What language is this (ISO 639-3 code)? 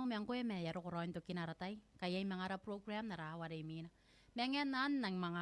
gil